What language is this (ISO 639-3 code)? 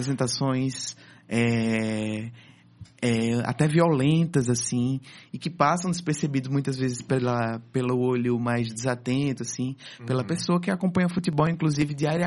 por